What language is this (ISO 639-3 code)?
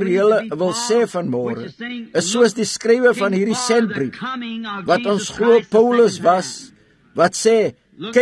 afr